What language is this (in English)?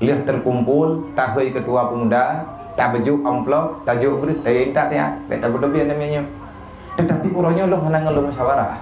Achinese